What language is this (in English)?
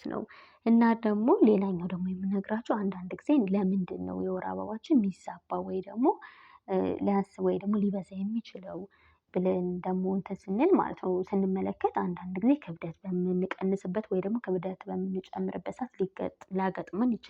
Amharic